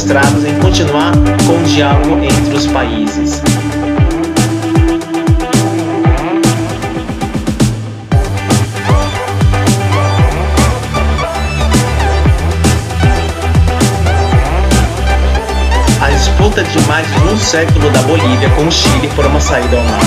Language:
Portuguese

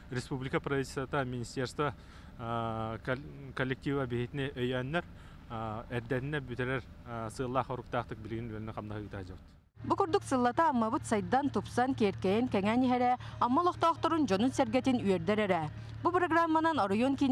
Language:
Yakut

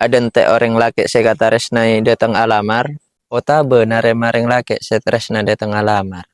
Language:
Madurese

